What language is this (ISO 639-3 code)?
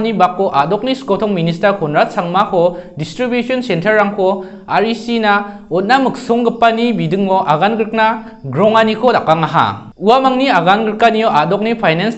grt